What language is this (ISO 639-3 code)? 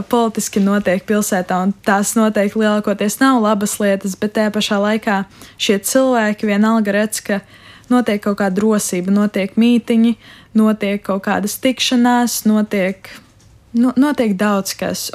lav